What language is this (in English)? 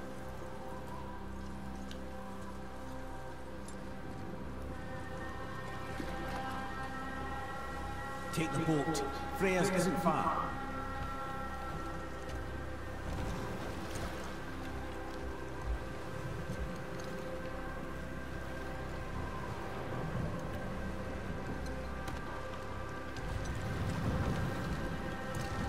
Hungarian